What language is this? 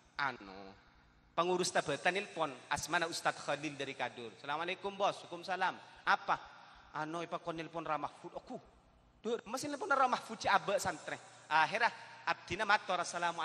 Madurese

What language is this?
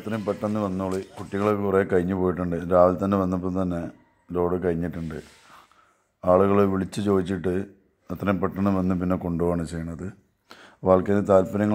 Malayalam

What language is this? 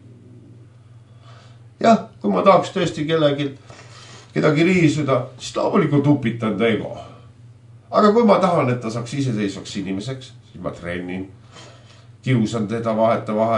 Estonian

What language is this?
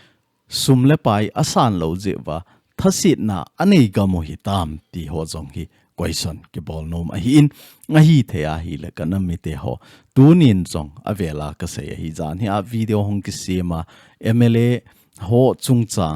Thado Chin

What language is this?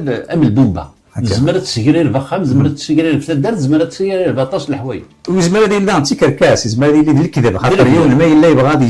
Kabyle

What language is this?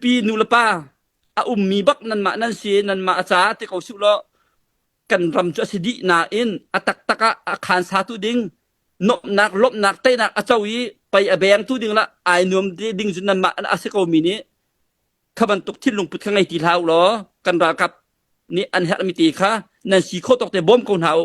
Hakha Chin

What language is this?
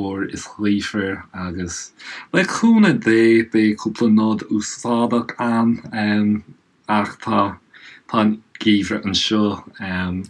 Irish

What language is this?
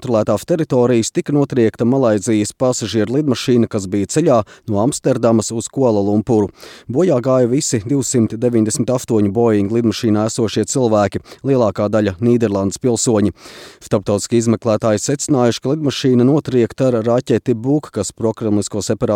Latvian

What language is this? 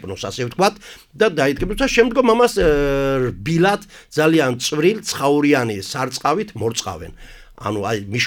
Georgian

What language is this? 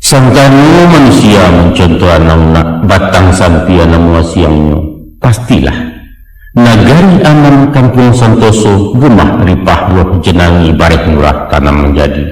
Minangkabau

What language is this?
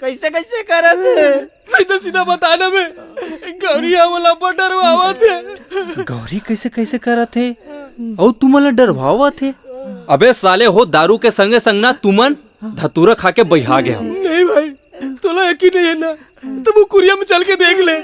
Chhattisgarhi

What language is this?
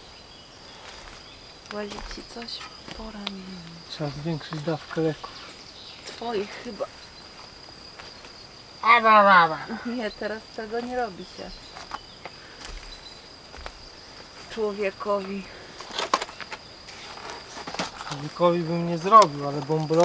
Polish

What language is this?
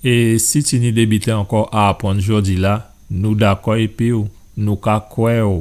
Guadeloupean Creole French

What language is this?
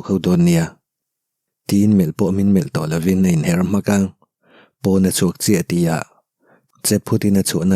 Mizo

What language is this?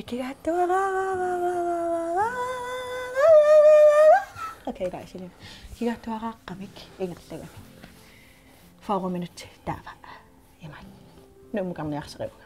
Kalaallisut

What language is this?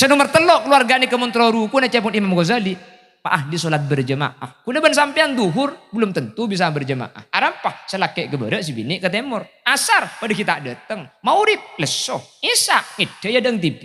Madurese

